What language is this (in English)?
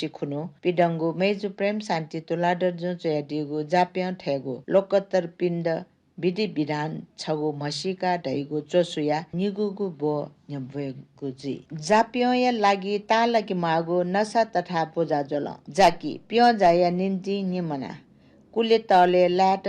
Newari